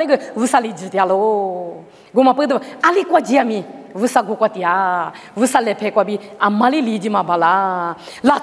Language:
Lisu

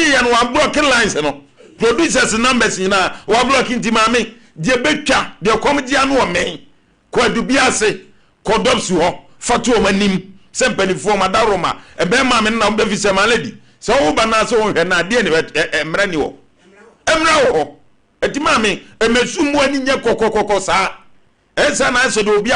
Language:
Akan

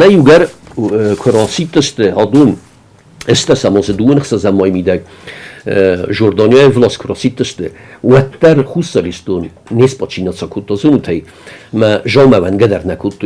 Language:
Ossetic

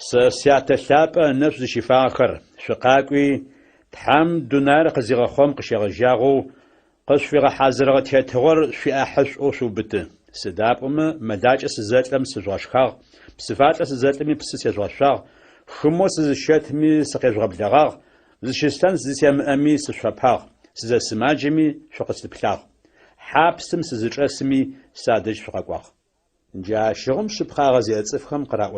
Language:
Adyghe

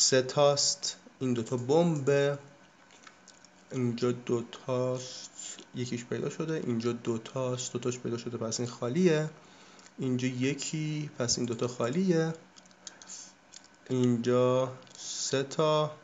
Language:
Persian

